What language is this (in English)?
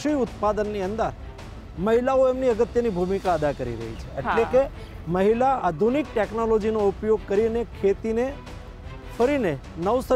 Gujarati